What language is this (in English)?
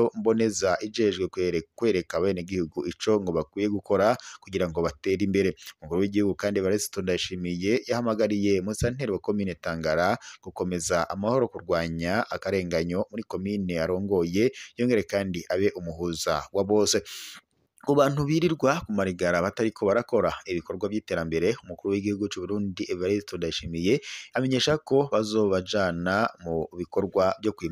Rundi